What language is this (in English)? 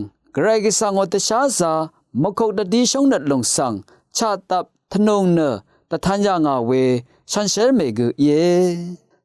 Rawang